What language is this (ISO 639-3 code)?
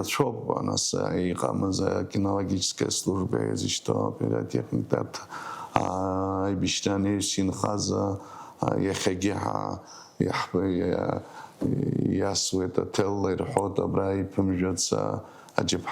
abk